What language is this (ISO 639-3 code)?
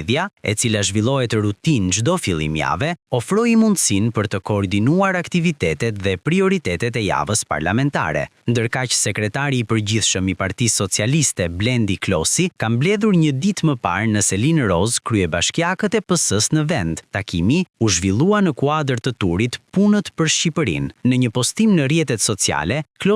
sqi